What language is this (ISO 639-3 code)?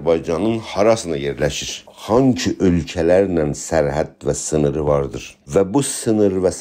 azb